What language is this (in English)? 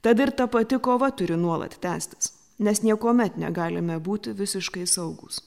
Lithuanian